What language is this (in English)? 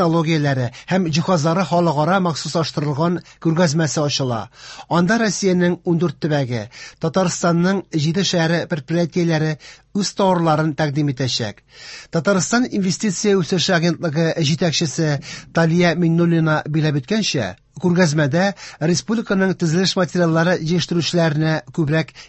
Tatar